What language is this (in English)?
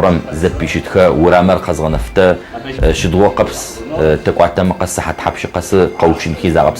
Adyghe